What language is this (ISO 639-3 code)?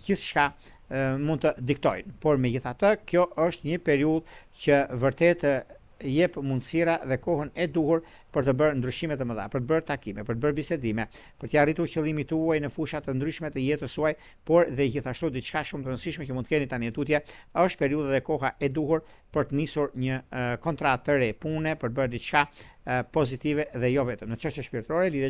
sqi